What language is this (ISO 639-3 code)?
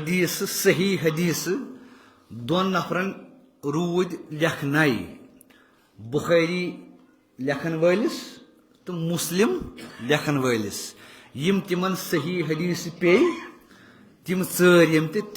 kas